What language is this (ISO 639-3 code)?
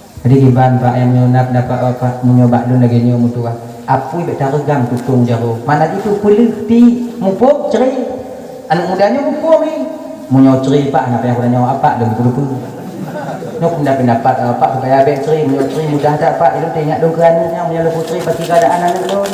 ace